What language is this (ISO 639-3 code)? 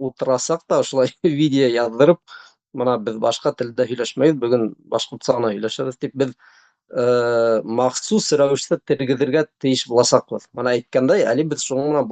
bak